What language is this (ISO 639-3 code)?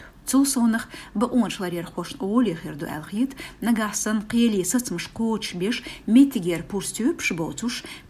che